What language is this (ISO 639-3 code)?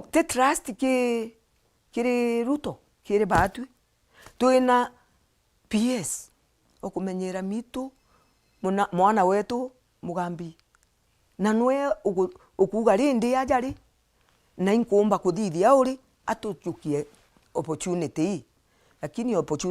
mer